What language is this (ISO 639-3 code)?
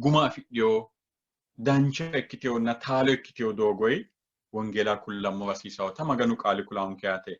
sid